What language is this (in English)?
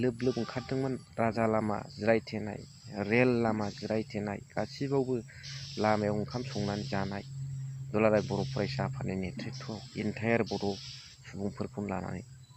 Bodo